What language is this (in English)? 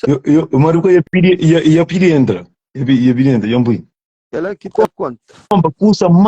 Kabuverdianu